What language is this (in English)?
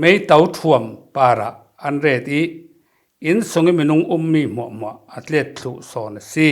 Falam Chin